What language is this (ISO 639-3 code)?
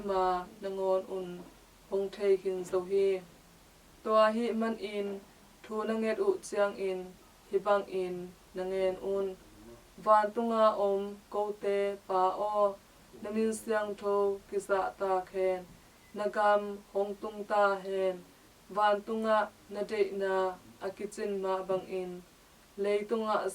ctd